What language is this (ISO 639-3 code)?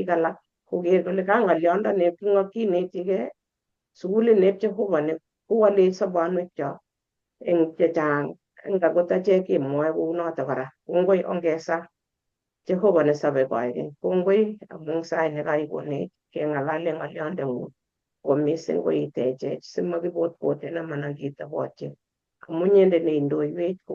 kln